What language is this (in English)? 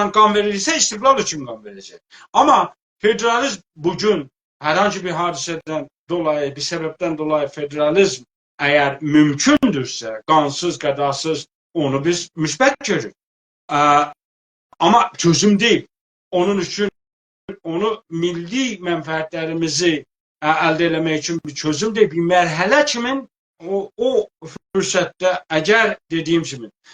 South Azerbaijani